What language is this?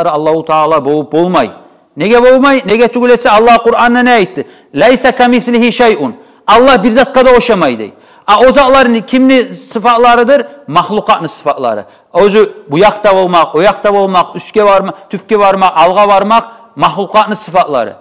Kumyk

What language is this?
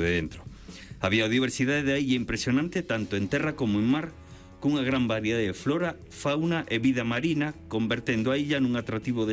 Galician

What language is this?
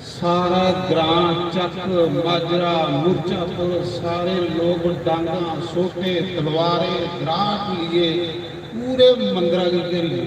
Dogri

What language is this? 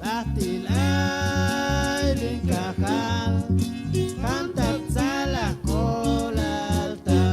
Chuj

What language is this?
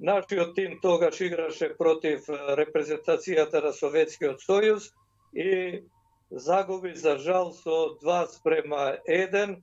Macedonian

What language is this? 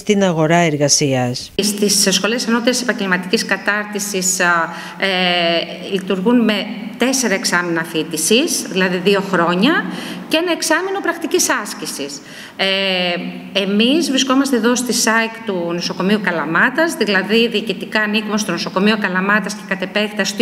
Greek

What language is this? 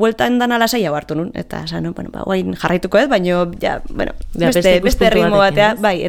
Basque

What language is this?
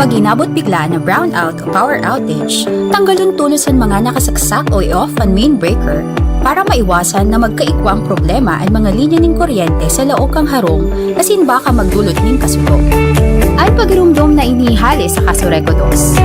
Bikol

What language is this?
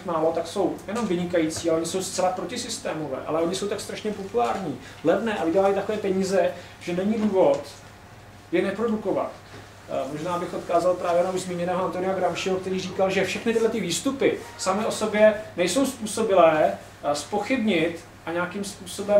Czech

